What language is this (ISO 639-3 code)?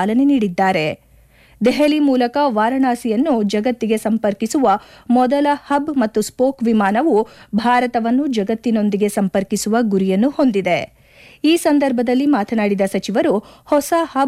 kan